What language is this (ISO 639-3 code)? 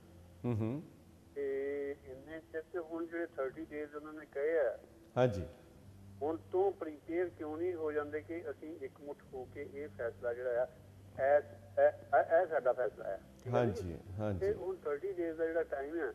pan